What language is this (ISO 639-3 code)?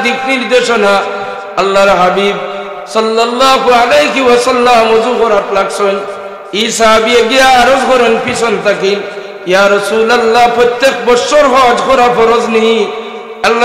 syl